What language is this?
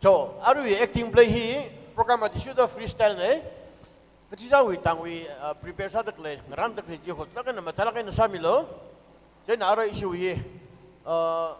Tangkhul Naga (India)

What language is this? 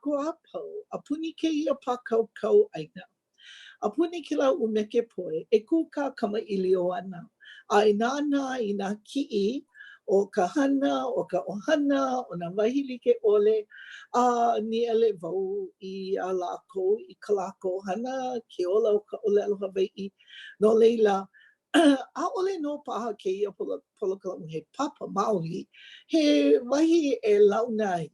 Hawaiian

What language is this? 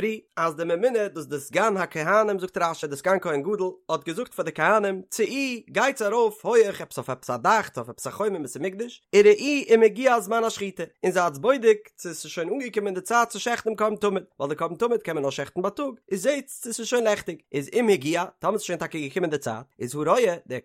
Yiddish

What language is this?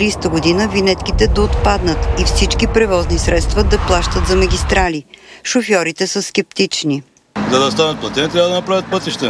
Bulgarian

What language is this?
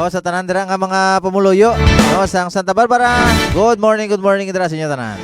Hiligaynon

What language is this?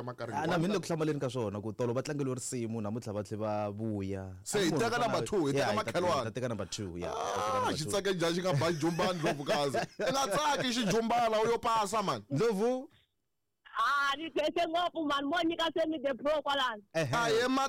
Tsonga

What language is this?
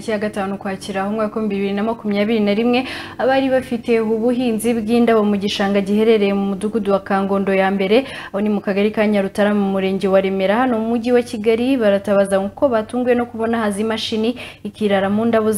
Kinyarwanda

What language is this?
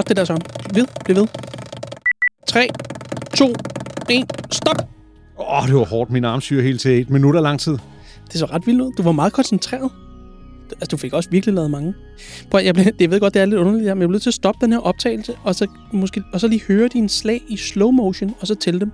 Danish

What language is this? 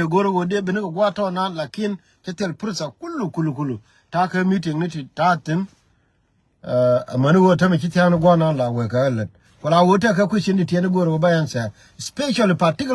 Nuer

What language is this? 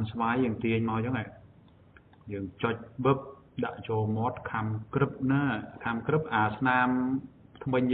Khmer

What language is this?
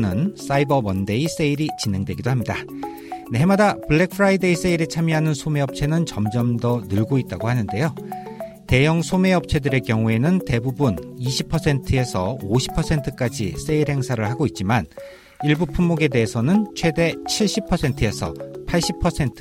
Korean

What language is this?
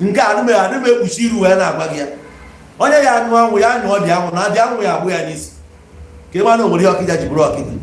Igbo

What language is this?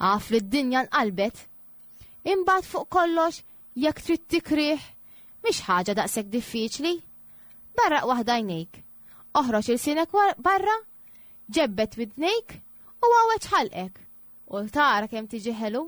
Maltese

